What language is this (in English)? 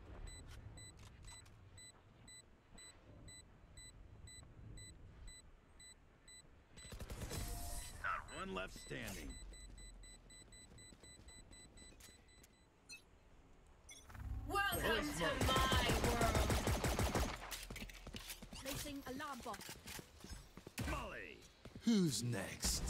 English